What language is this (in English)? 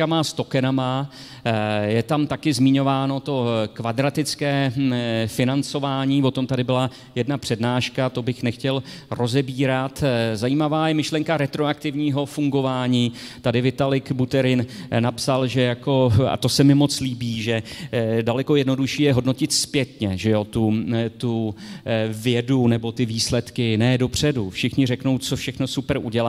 Czech